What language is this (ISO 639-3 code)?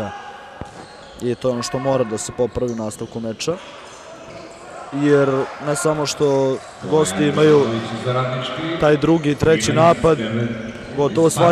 srp